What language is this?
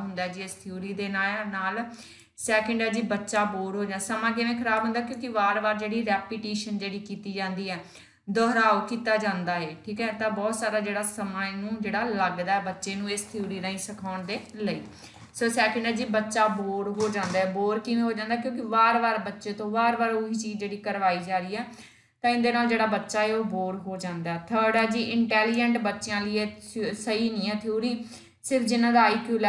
Punjabi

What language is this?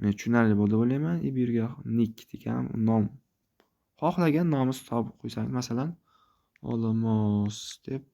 Uzbek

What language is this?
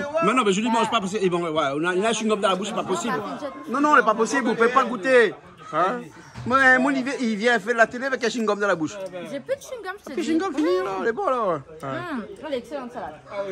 Réunion Creole French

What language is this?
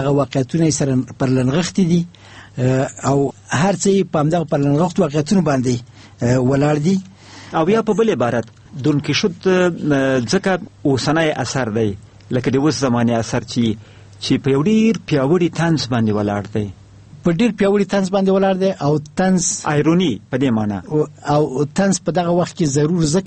Pashto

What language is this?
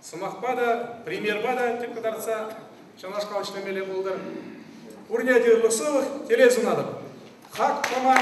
Chuvash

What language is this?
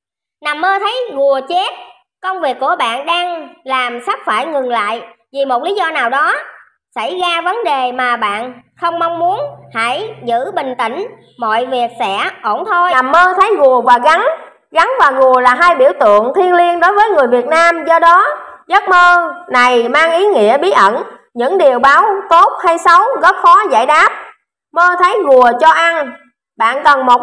Vietnamese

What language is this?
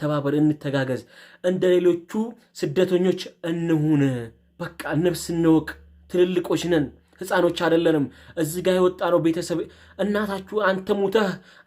Amharic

